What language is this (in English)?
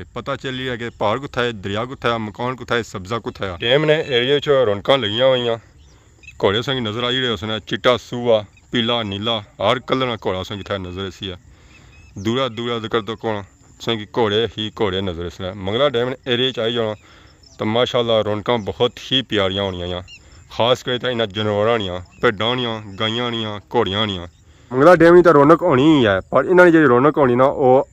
Pahari-Potwari